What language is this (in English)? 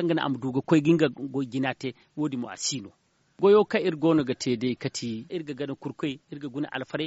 Zarma